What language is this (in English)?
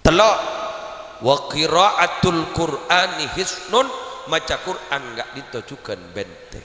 Madurese